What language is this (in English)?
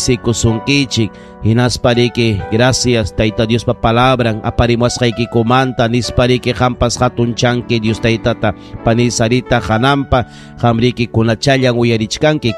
Ayacucho Quechua